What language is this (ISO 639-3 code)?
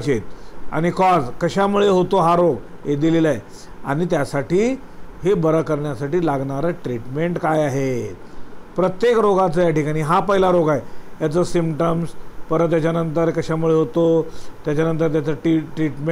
mar